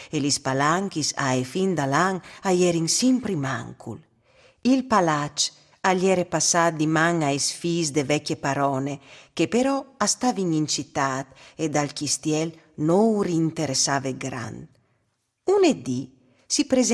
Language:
Friulian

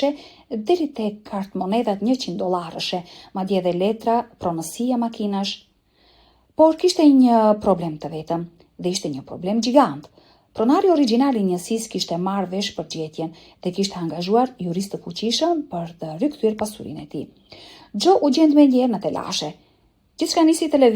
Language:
Albanian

